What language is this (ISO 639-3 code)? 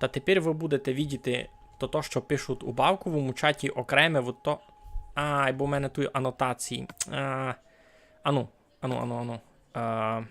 rue